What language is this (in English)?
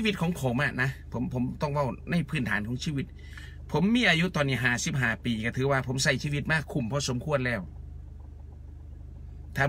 Thai